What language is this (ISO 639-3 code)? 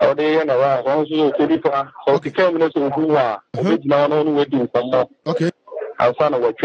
aka